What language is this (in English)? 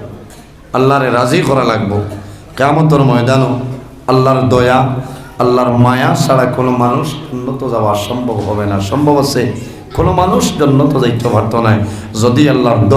Sylheti